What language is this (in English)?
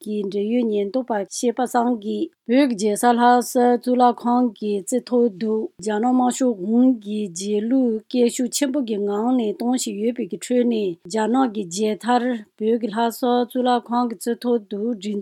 Tibetan